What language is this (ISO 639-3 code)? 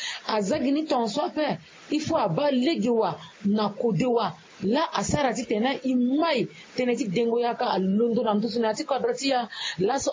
sag